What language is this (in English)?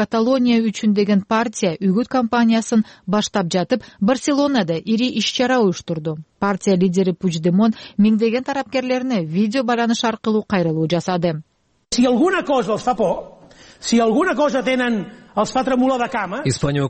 Kyrgyz